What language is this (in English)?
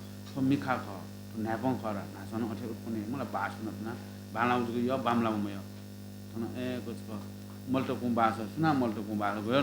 Newari